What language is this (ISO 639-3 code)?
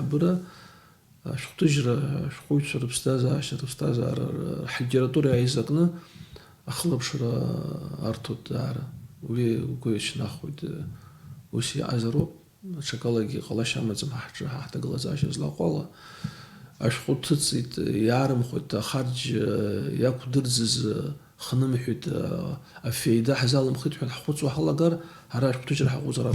abk